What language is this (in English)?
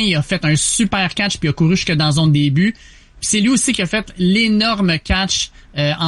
French